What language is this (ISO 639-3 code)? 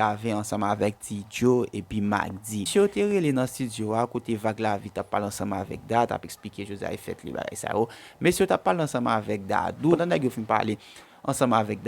hat